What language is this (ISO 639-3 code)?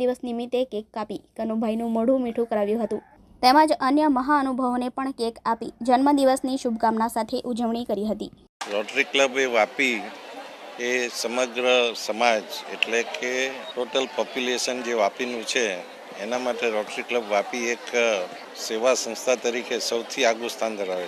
guj